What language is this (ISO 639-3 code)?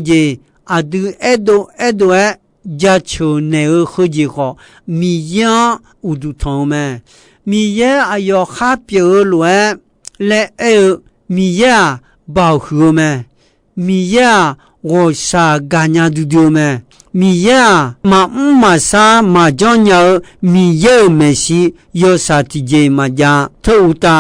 ahk